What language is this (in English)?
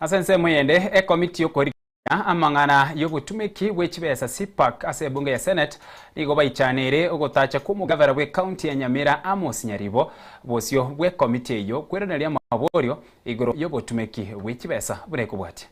Gusii